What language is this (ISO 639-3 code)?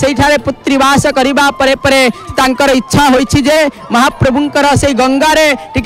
ori